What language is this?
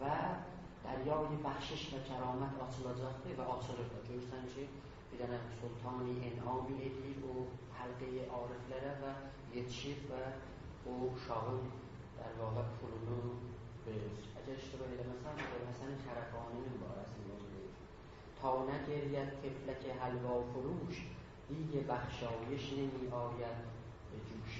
South Azerbaijani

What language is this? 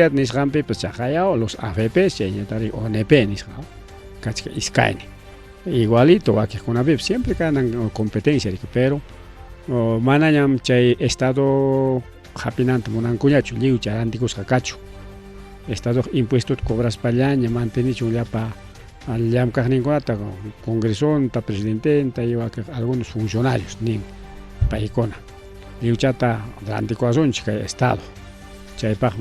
Ayacucho Quechua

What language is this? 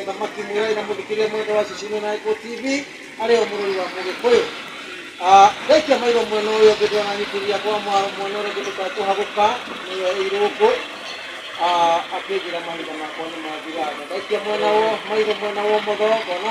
Kikuyu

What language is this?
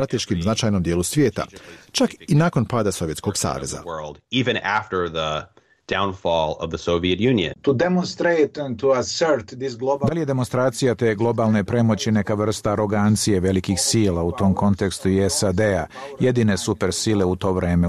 Bosnian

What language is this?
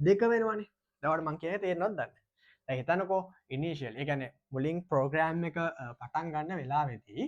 Sinhala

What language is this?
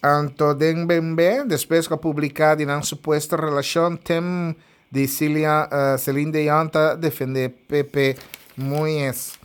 Papiamento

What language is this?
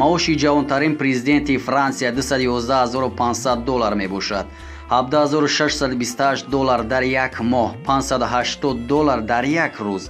Tajik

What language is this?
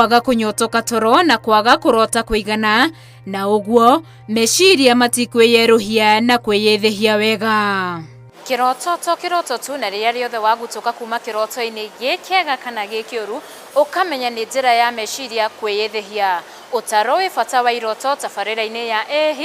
Kikuyu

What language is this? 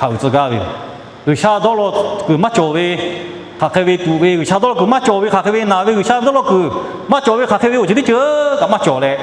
Lahu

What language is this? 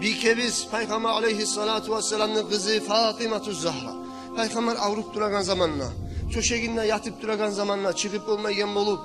Kumyk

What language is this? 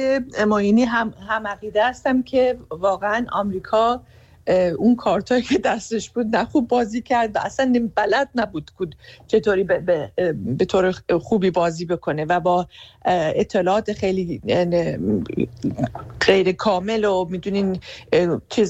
Persian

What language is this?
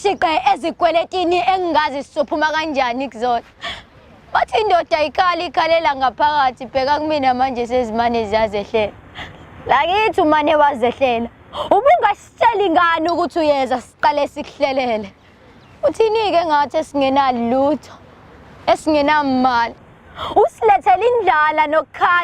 Zulu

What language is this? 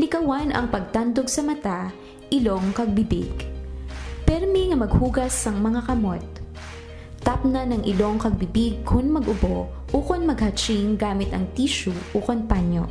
Hiligaynon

